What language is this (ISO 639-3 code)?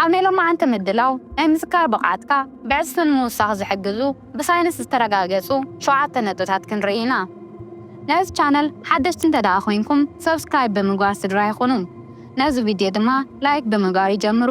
tir